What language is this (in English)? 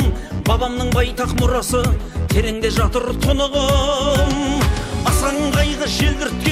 Kazakh